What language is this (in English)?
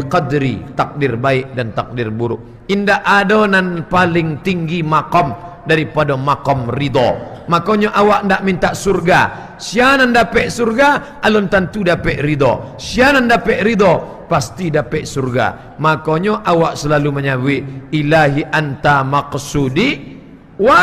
Minangkabau